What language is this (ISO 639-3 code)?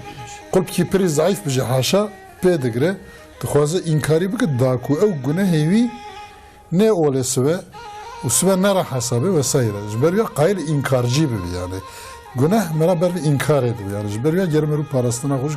kur